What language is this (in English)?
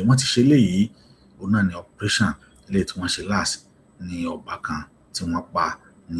Yoruba